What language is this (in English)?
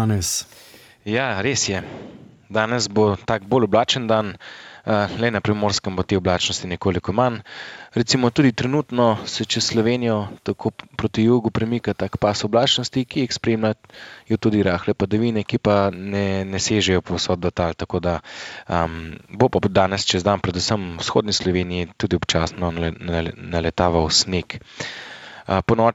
Slovenian